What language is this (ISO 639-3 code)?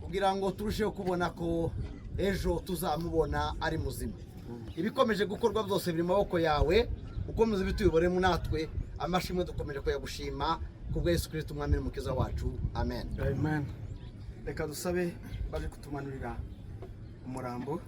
kin